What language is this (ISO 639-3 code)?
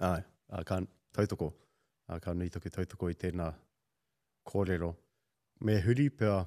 mri